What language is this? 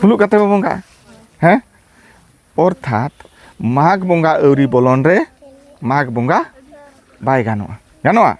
Santali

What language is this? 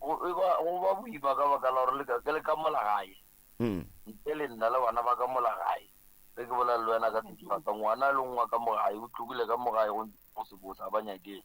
Northern Sotho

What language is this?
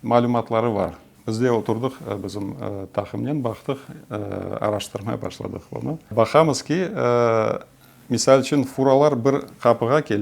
Crimean Tatar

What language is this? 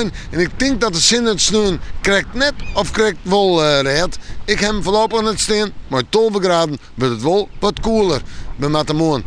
Western Frisian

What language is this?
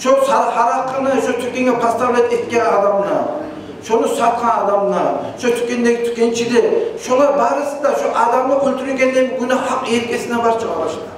Kumyk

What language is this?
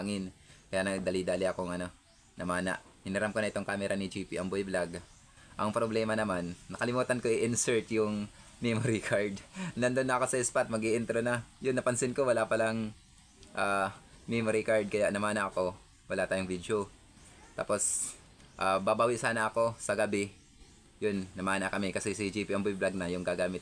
Filipino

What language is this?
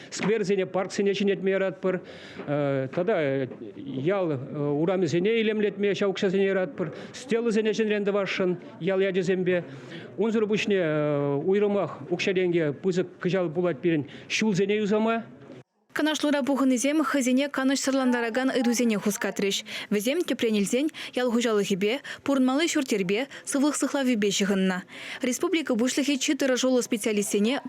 Chuvash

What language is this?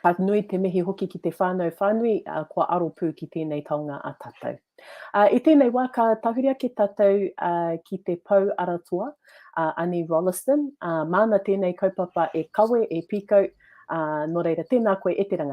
Māori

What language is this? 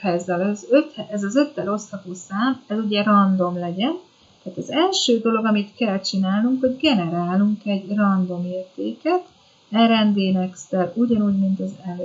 Hungarian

